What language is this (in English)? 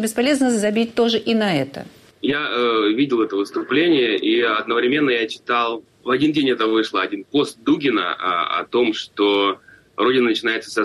Russian